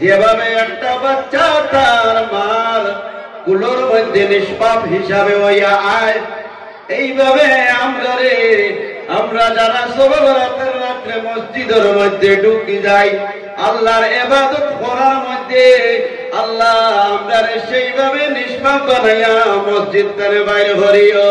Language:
Sylheti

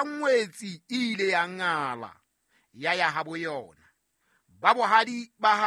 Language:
Southern Sotho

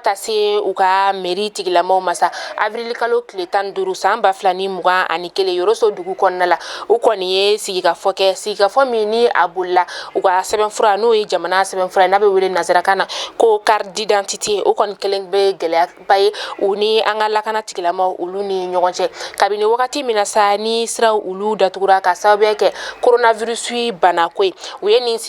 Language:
Bambara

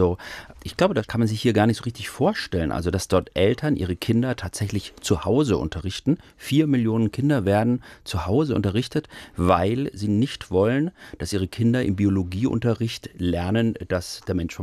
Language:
German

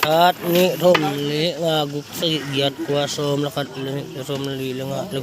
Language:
Paite Chin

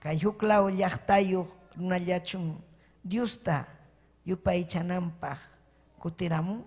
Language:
Ayacucho Quechua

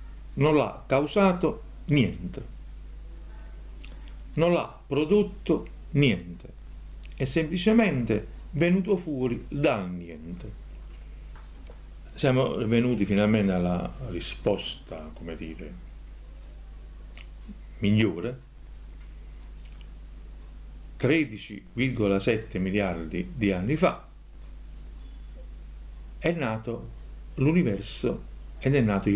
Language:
Italian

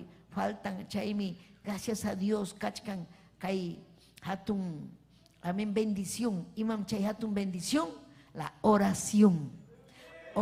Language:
Ayacucho Quechua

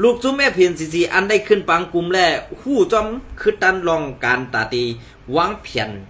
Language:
Shan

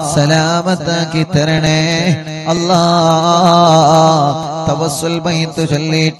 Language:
Malayalam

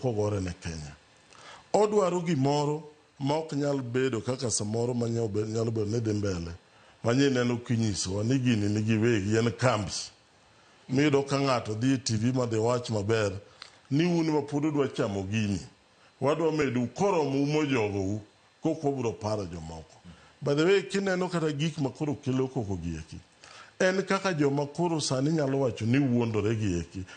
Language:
Luo (Kenya and Tanzania)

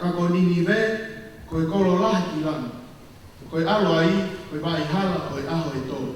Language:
Tongan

